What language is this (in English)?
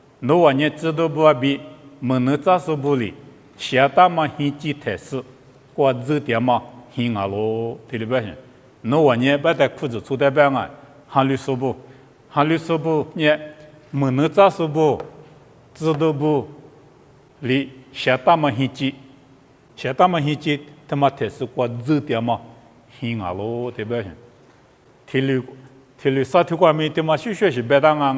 Lisu